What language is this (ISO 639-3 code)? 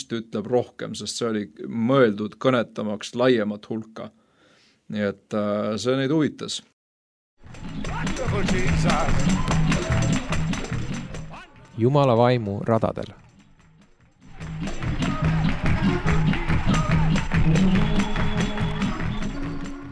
est